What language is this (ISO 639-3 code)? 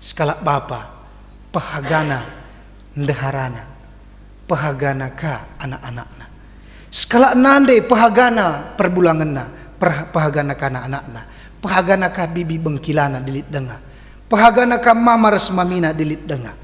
btx